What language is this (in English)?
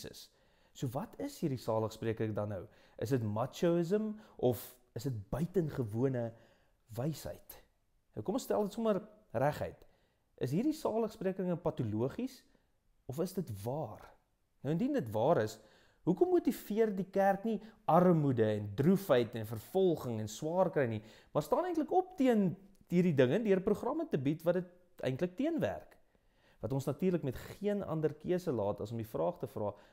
Afrikaans